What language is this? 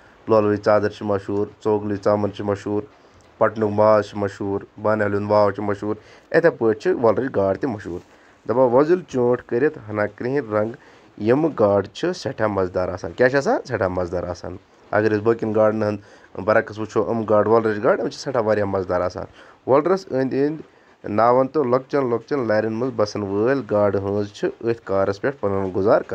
Kashmiri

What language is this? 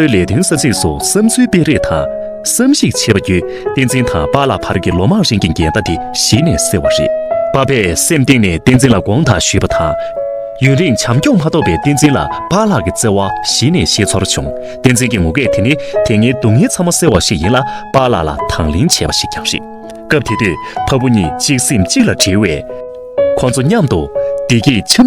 Tibetan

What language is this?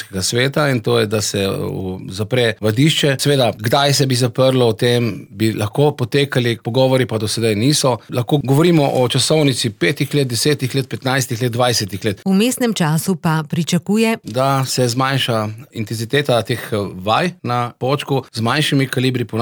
Slovenian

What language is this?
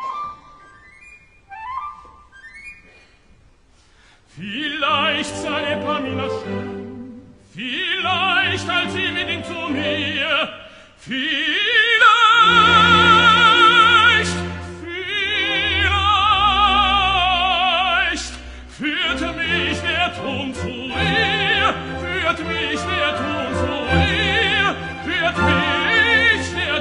German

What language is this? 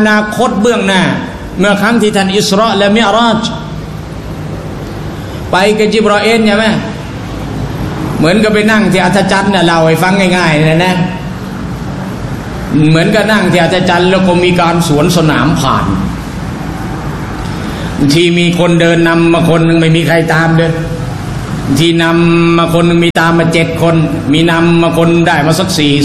Thai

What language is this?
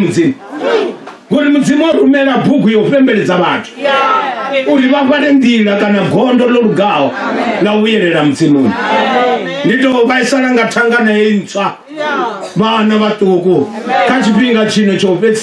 Venda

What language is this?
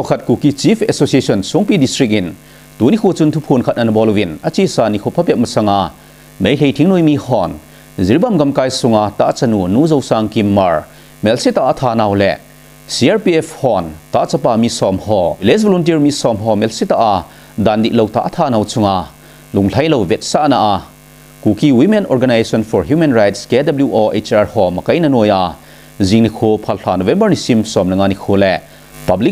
Thado Chin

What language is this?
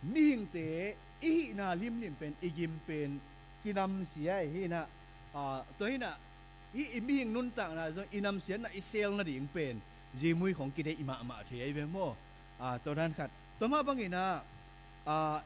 Tedim Chin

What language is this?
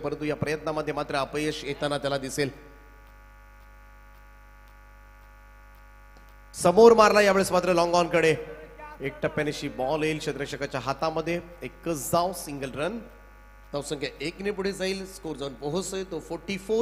Marathi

